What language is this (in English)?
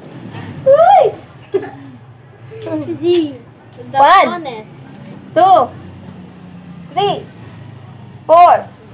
Filipino